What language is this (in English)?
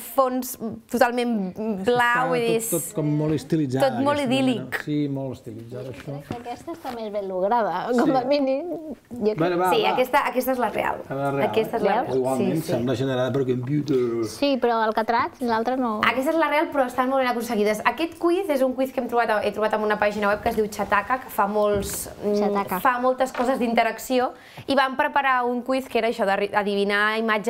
Catalan